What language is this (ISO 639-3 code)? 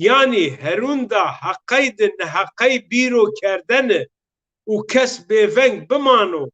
zza